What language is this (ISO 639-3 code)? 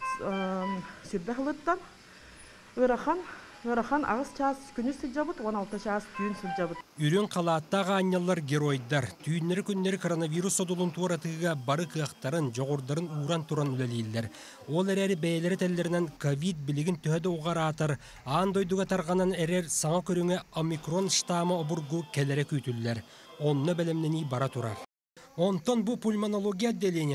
sah